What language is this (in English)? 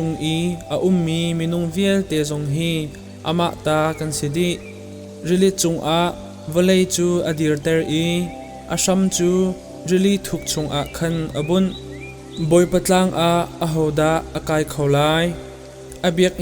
Hakha Chin